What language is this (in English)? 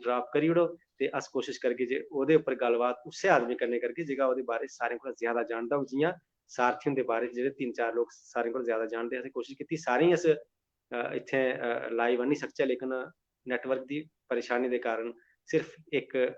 Dogri